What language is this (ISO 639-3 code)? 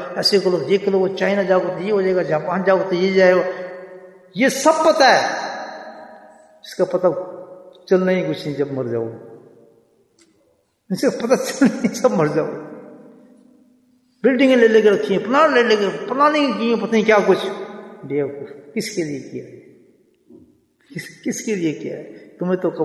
urd